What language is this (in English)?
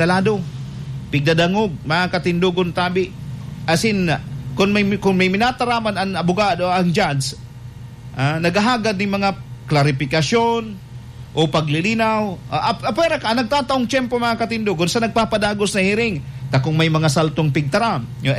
Bikol